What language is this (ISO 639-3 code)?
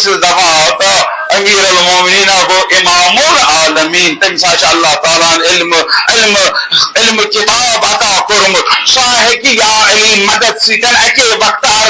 kas